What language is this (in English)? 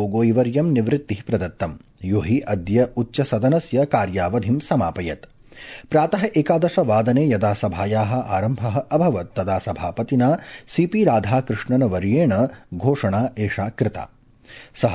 Sanskrit